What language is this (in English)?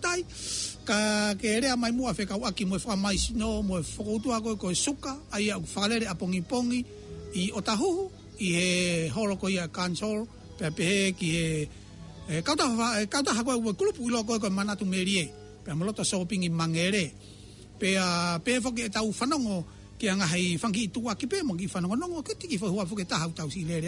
Tongan